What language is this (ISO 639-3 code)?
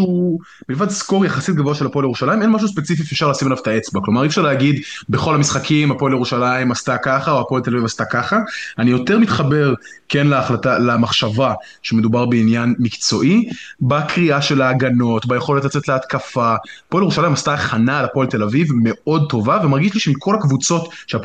heb